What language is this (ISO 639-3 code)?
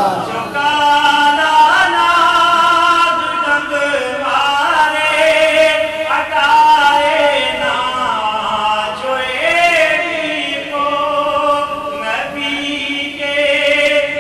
urd